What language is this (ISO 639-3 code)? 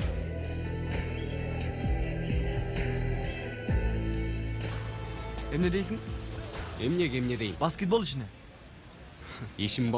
kir